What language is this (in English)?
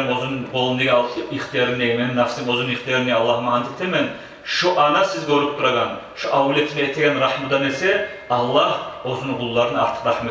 Kumyk